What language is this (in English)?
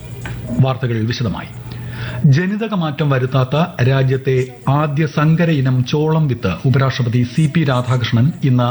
Malayalam